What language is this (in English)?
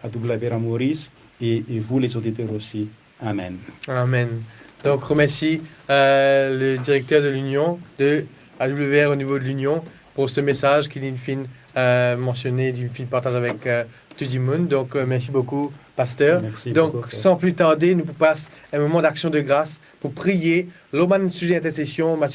Morisyen